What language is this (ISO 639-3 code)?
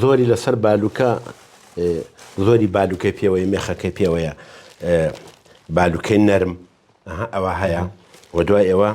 ckb